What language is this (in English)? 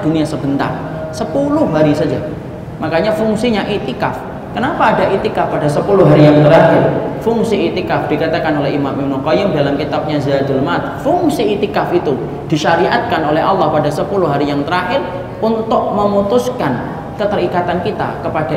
Indonesian